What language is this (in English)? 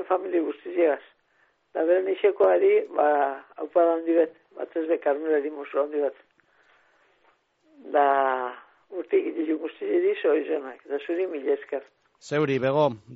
Basque